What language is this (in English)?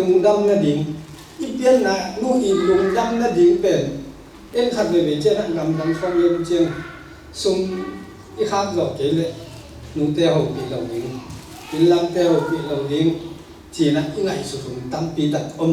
Tedim Chin